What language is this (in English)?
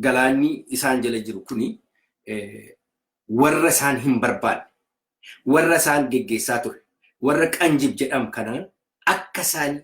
Oromo